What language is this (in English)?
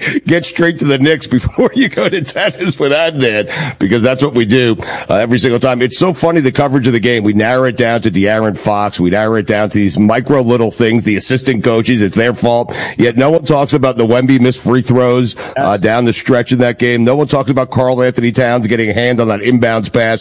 English